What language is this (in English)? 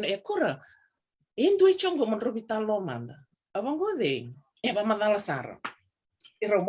Fijian